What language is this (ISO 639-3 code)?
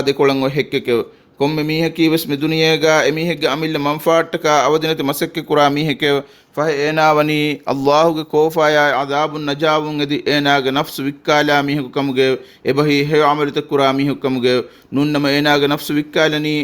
div